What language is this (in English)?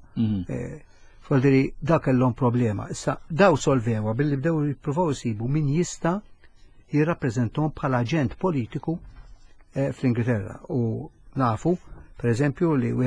Maltese